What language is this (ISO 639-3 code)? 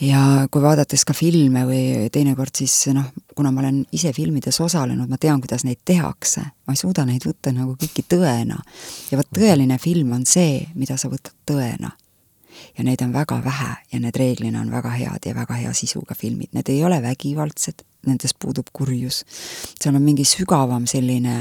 est